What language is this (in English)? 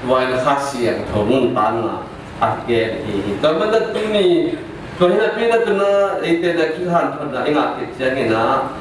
Tedim Chin